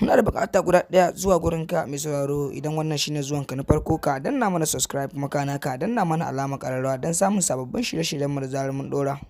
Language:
Hausa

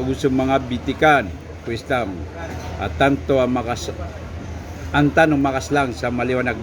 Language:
Maranao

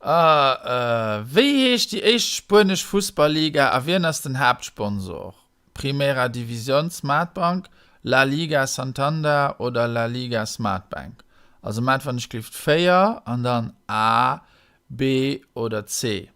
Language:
Luxembourgish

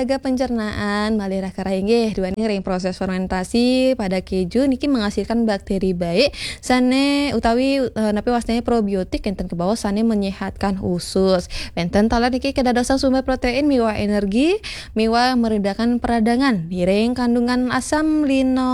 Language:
Balinese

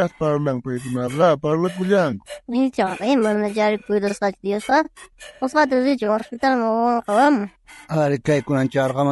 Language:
South Bolivian Quechua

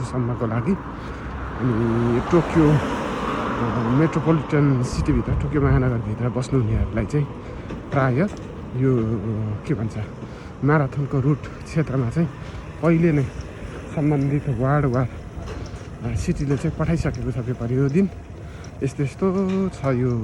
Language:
Nepali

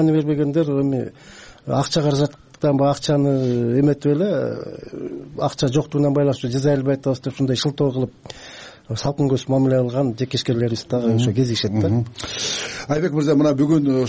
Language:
Kyrgyz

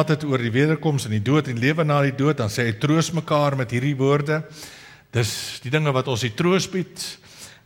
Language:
Afrikaans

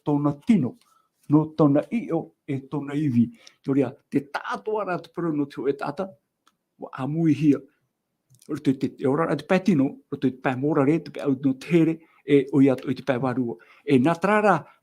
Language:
Tahitian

